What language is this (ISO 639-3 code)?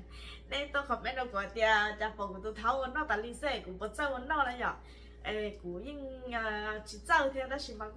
hmn